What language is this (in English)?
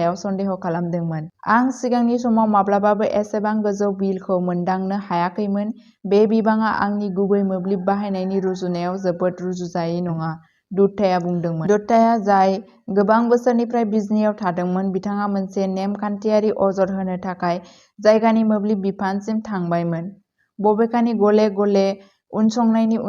Bodo